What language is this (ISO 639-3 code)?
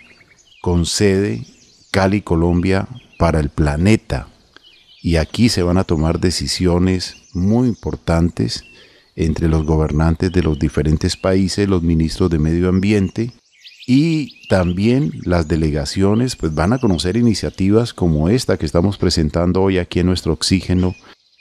spa